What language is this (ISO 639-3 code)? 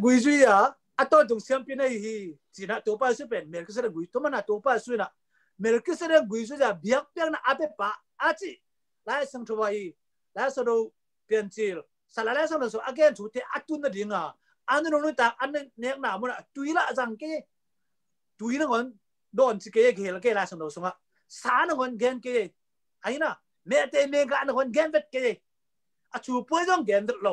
ctd